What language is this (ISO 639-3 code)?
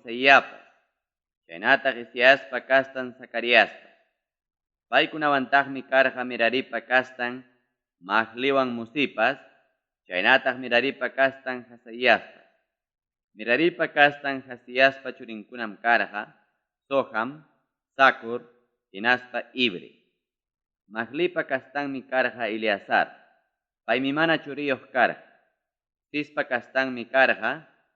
quy